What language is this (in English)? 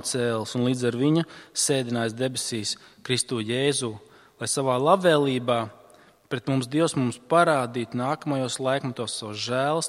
Latvian